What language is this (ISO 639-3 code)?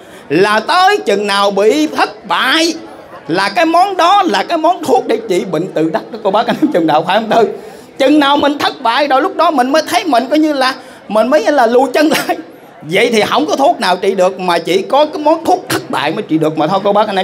vie